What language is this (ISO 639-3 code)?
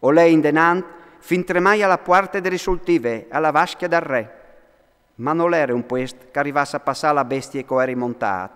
fur